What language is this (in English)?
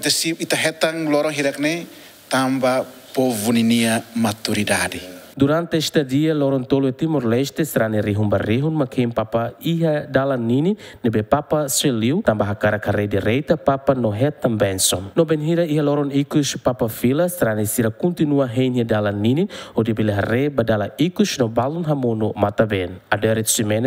Tetum